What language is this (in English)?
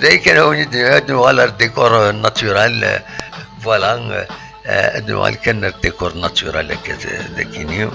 Kabyle